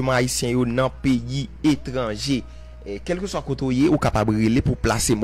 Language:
Haitian Creole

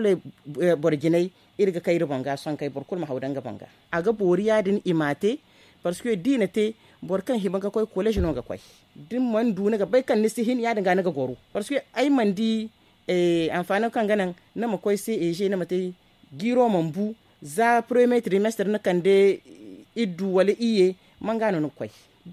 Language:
Zarma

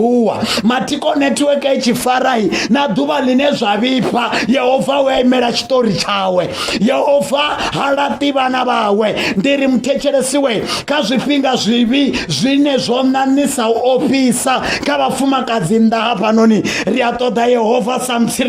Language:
Venda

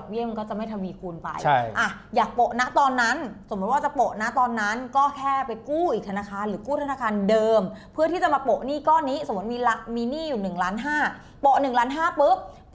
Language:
Thai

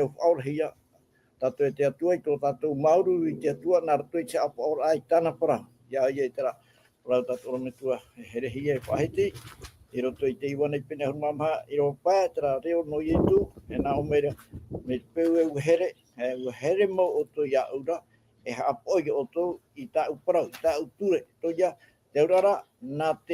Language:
Tahitian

